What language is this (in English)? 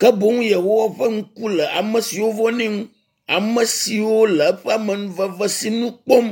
Ewe